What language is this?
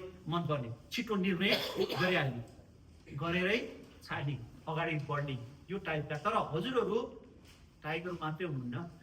Nepali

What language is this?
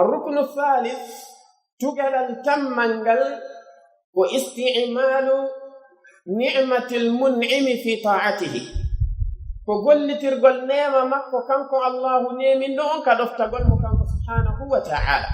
Pular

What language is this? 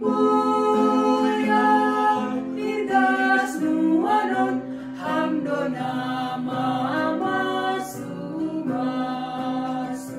Batak Simalungun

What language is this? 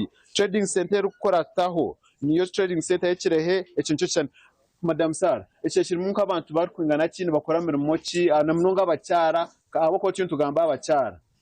Nyankole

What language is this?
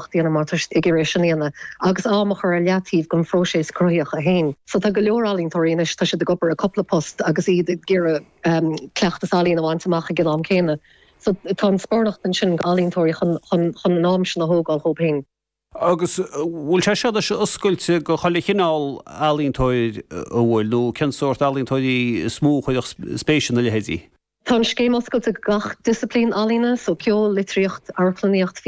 Irish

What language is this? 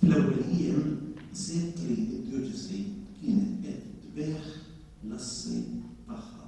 Maltese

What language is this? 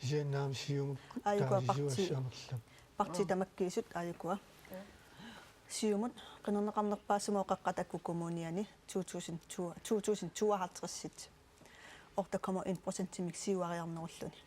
Kalaallisut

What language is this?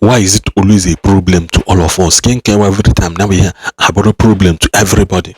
Igbo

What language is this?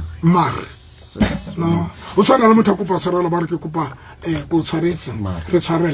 Southern Sotho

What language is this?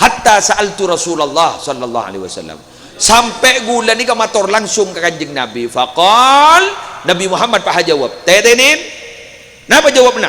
Madurese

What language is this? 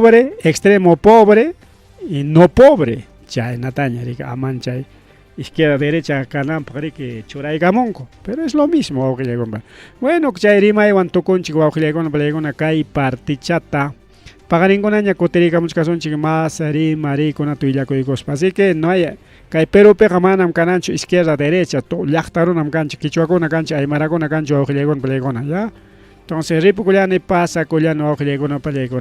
Ayacucho Quechua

